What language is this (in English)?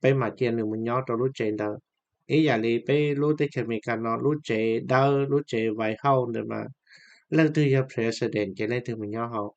Hmong